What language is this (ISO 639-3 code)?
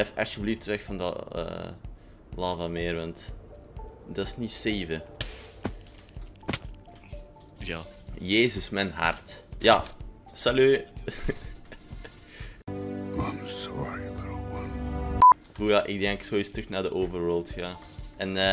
nld